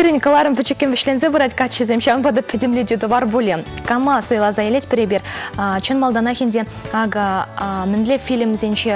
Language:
Chuvash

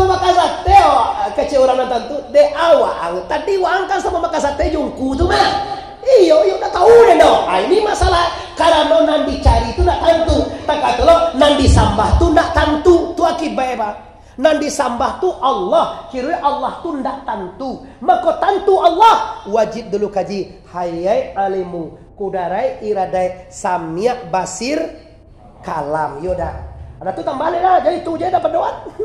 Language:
Minangkabau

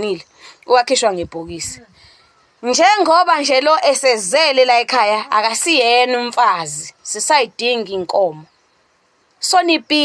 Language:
Zulu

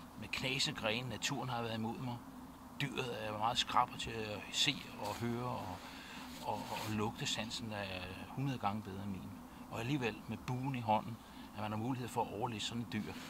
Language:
Danish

